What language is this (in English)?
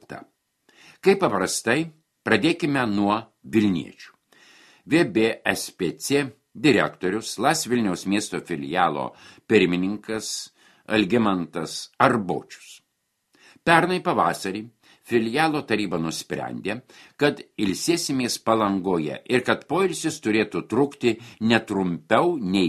Lithuanian